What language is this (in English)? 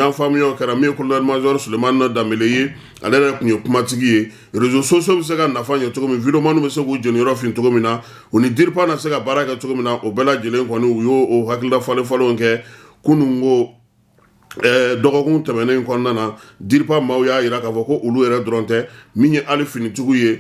Bambara